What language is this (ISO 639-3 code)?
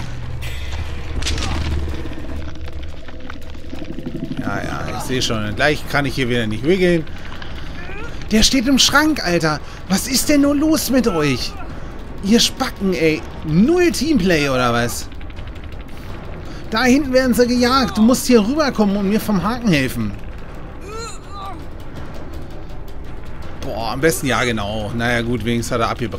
deu